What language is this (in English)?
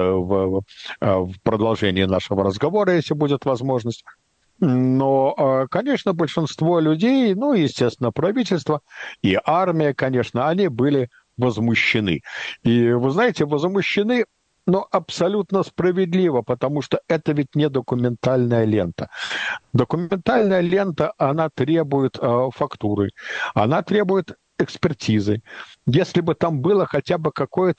Russian